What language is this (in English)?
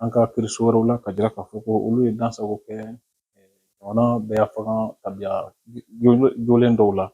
Bambara